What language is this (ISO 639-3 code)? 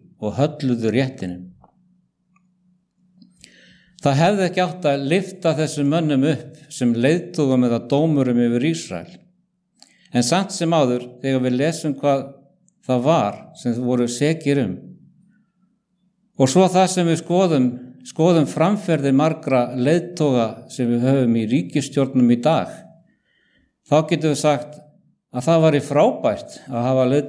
isl